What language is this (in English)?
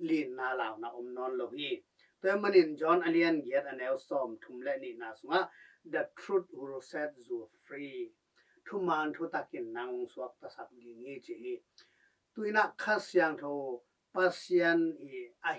Tedim Chin